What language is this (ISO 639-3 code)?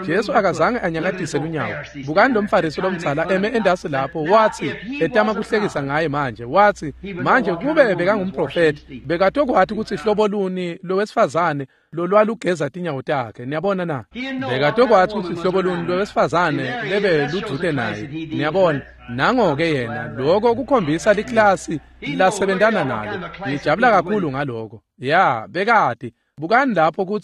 ssw